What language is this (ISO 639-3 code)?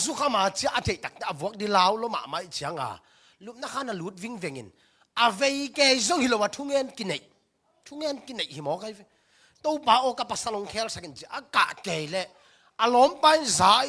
ctd